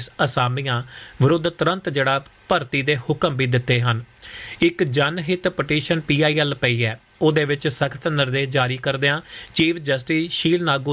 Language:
Punjabi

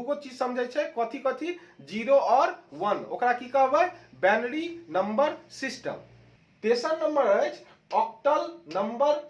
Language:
Maithili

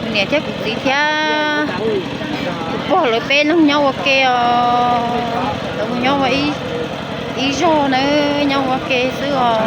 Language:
Hmong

